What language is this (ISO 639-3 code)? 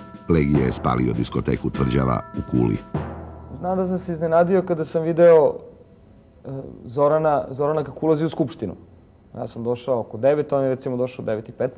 srp